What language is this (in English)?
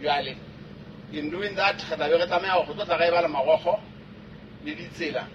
Southern Sotho